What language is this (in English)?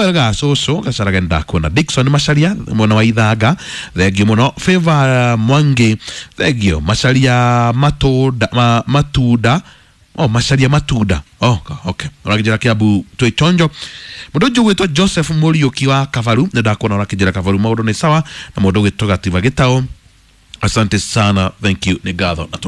Kikuyu